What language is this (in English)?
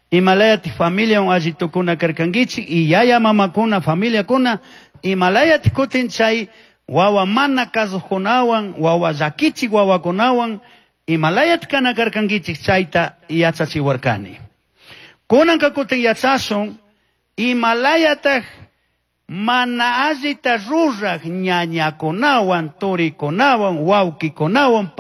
Chimborazo Highland Quichua